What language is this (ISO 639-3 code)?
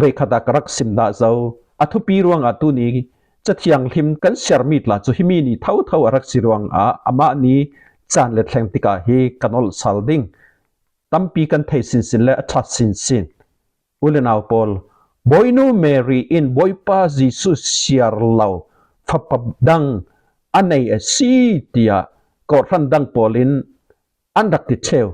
cfm